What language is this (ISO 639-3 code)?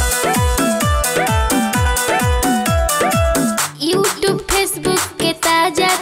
bho